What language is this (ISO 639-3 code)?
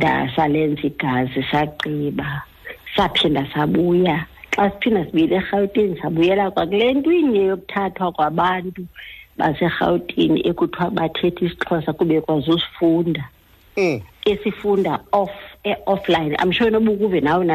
xho